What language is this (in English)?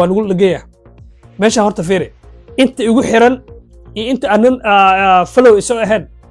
Somali